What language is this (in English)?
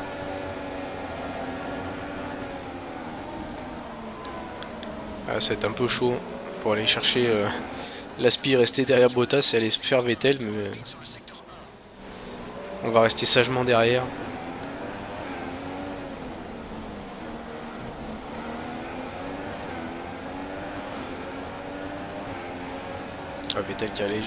French